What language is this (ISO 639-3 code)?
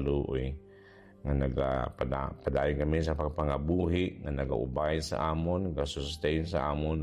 hil